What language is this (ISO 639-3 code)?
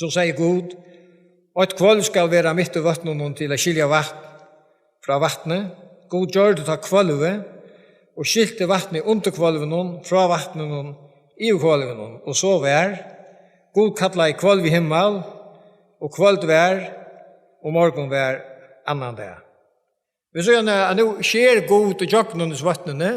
fao